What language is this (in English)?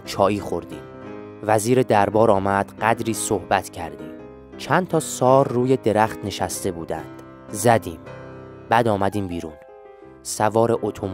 Persian